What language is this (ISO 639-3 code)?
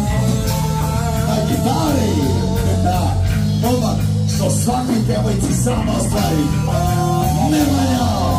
srp